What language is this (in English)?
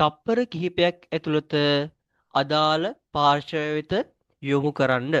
Sinhala